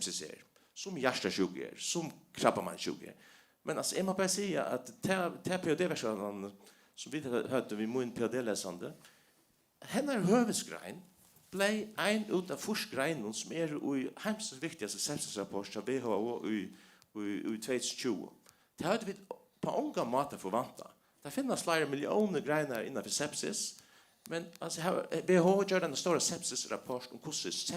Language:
Faroese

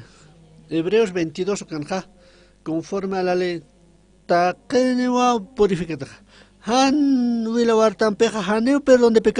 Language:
Aymara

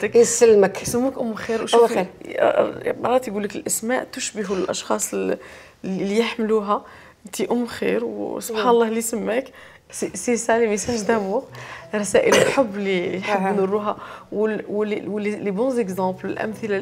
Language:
Algerian Arabic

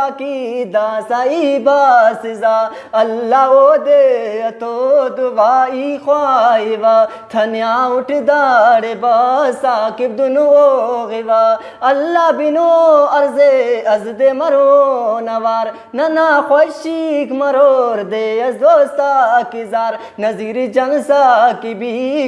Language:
Brahui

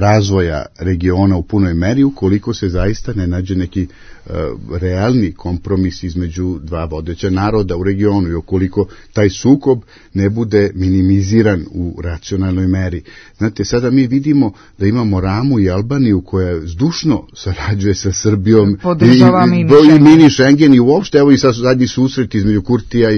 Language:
Serbian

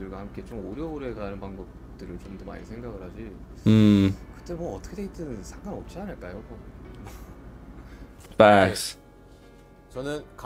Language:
Korean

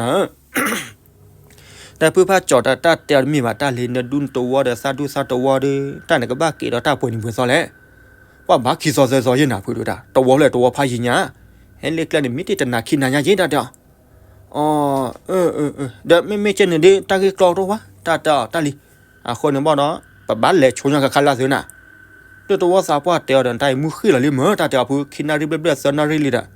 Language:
S'gaw Karen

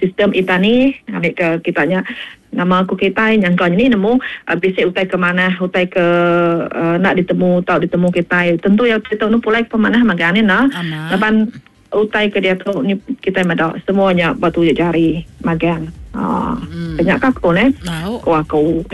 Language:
Iban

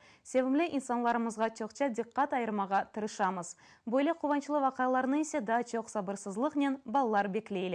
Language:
Crimean Tatar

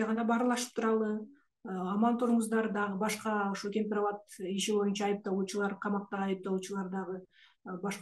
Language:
Kyrgyz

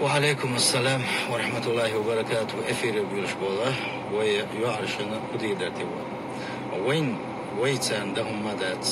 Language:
Chechen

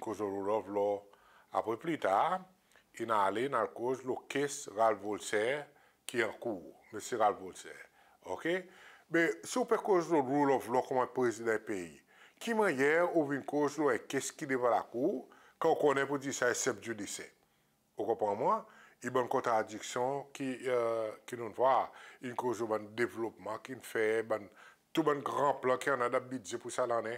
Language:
Seselwa Creole French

